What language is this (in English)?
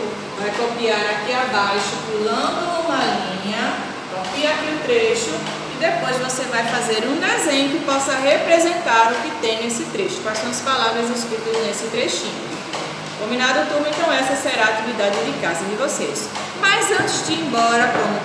Portuguese